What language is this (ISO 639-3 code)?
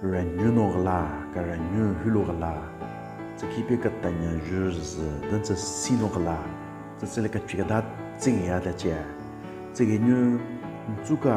nre